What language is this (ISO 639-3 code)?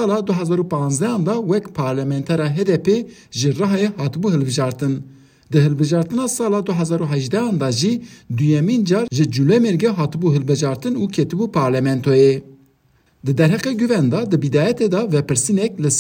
kur